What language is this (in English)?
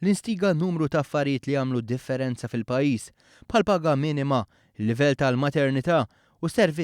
Maltese